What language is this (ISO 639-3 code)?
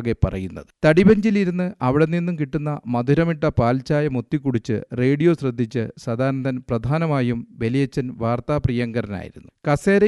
mal